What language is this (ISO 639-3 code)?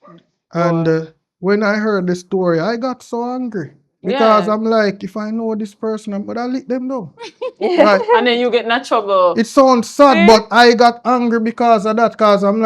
jam